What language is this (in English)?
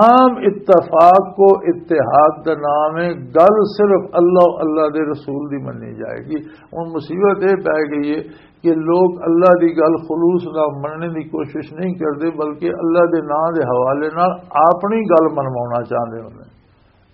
Western Panjabi